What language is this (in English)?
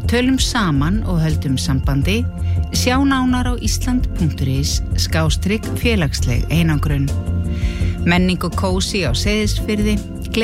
Icelandic